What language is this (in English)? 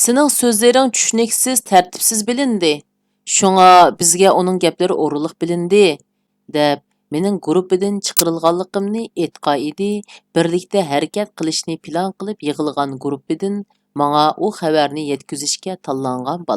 Uyghur